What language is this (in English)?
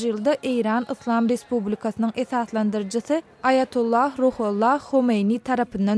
Turkmen